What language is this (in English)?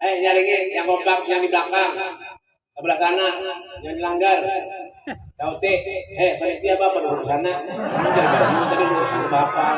Banjar